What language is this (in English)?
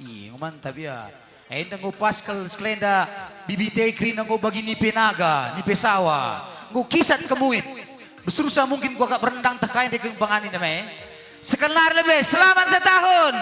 Batak Karo